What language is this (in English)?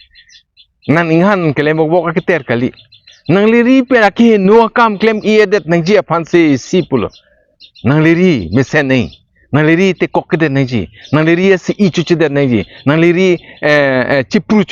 Karbi